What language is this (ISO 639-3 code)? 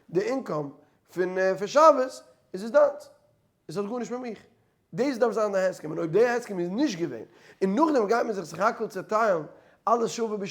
yid